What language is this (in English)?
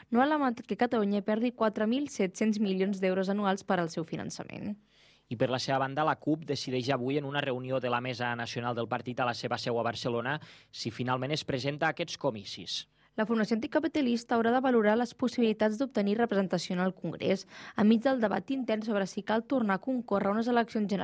Catalan